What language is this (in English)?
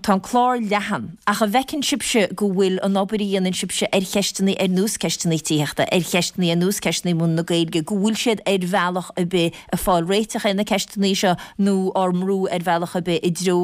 Irish